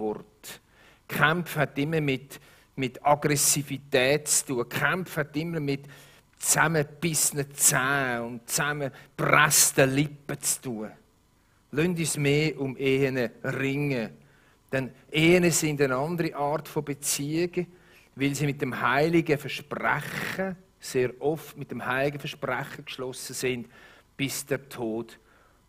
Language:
Swiss German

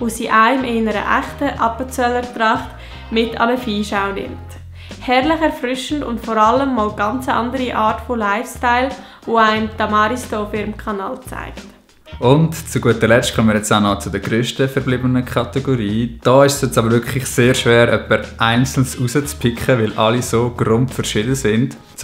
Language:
Swiss German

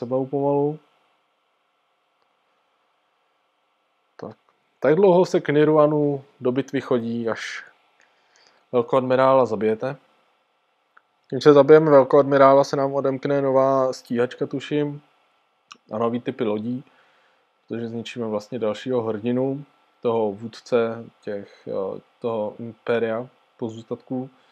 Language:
Czech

